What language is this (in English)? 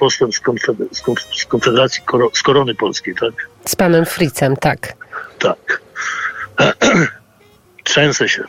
Polish